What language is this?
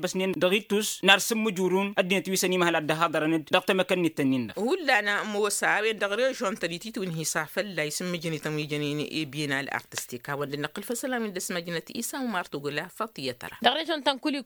Tamasheq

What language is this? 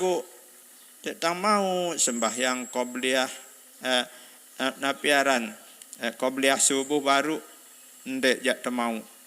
Sasak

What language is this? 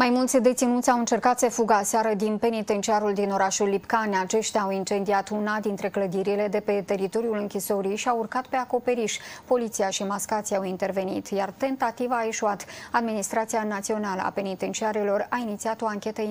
Romanian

